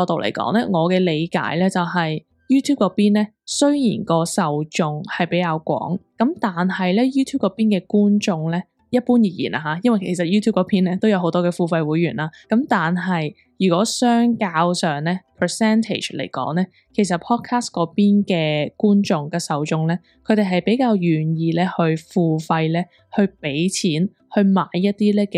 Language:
Cantonese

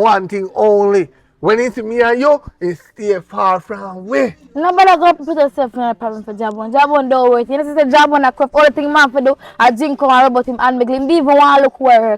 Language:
Jamaican Creole English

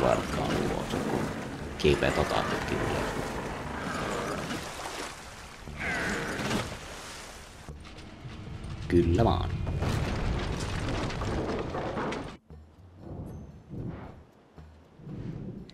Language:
Finnish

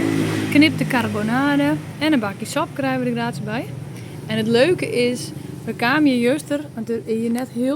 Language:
Western Frisian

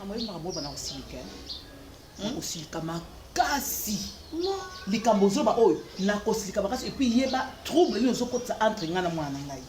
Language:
Lingala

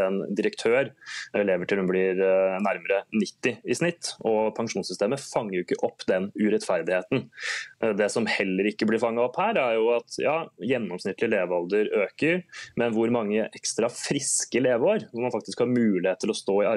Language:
Norwegian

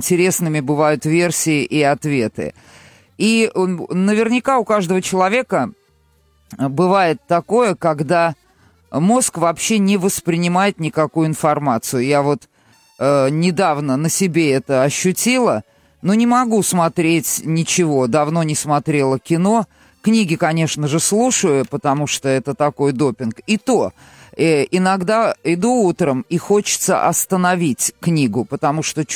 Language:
Russian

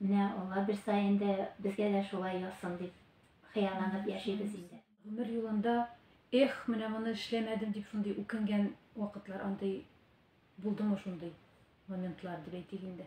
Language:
Tatar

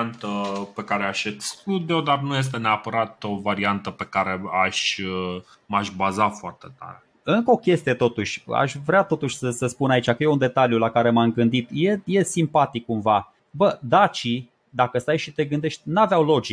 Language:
Romanian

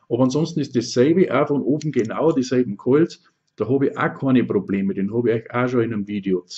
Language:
Bavarian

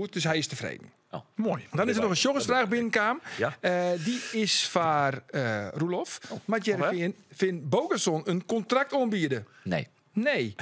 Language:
Western Frisian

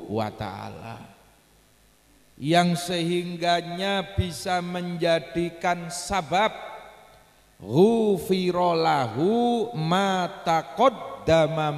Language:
Javanese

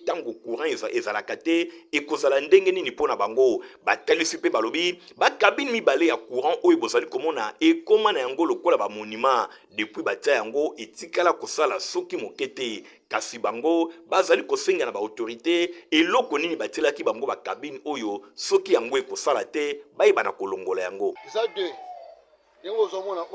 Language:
Lingala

